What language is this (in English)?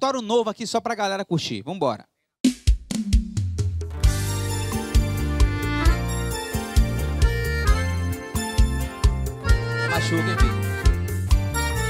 Portuguese